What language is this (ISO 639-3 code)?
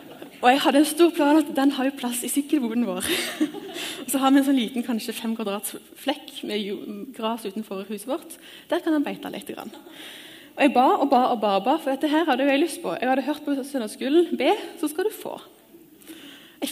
nor